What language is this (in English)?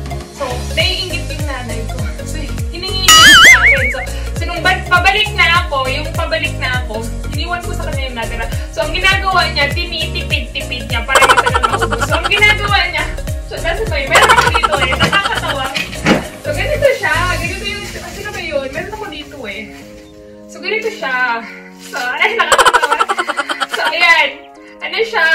Filipino